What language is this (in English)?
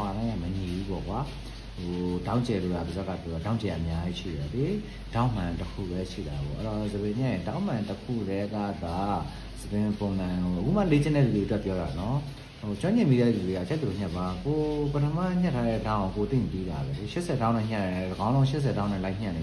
Burmese